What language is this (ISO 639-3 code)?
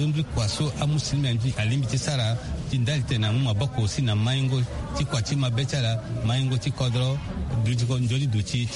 sag